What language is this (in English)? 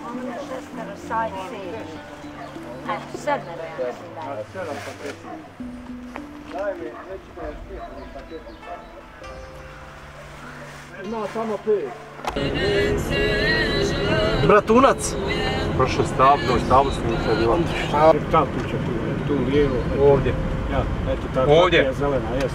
Bosnian